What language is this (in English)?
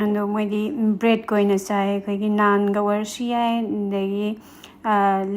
Manipuri